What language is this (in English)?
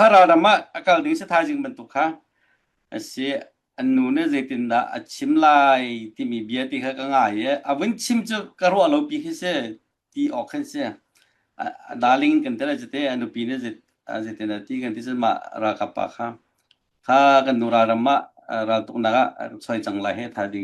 Hakha Chin